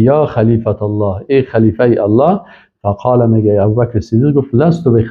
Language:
Persian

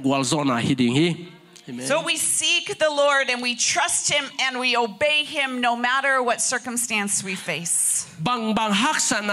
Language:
Tedim Chin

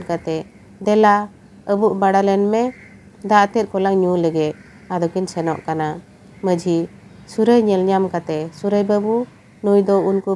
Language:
Santali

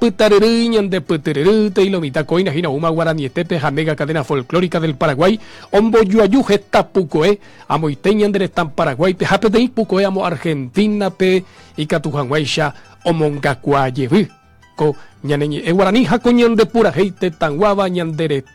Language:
Guarani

